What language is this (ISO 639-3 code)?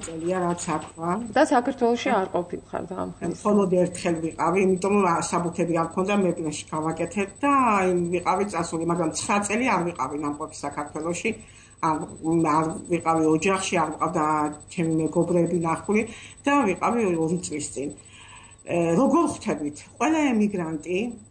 kat